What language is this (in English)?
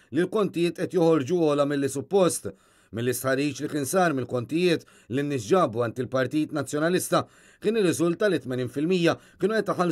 Maltese